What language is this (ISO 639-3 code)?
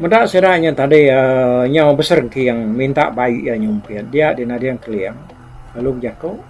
iba